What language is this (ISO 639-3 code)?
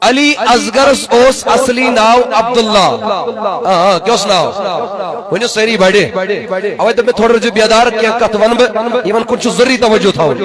kas